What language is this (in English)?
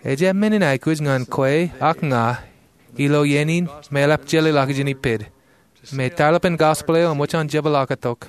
Marshallese